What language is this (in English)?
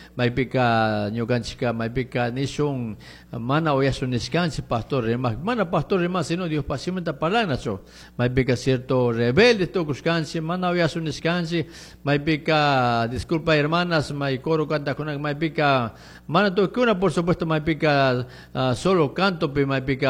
Chimborazo Highland Quichua